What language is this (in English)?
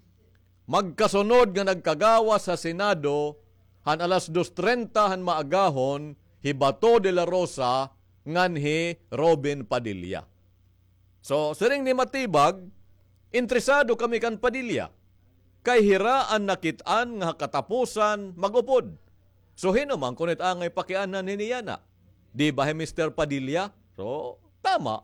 Waray